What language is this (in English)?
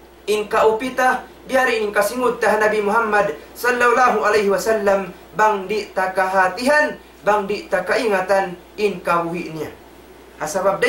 Tausug